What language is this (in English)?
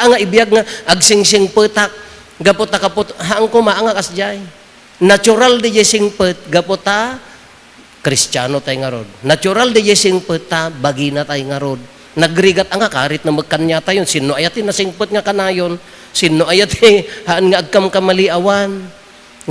Iloko